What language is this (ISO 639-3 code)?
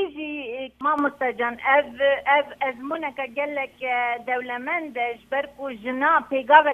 kur